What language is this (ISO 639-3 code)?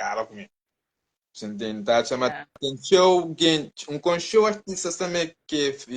kea